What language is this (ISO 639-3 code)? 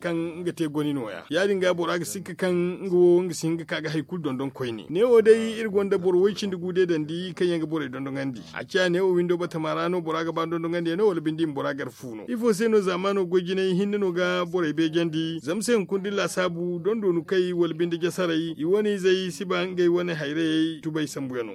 dje